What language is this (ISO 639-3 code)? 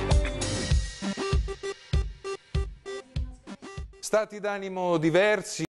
ita